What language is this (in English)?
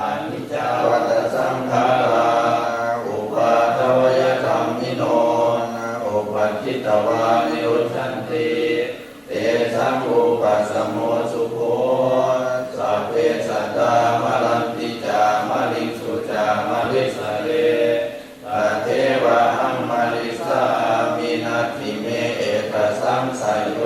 Pali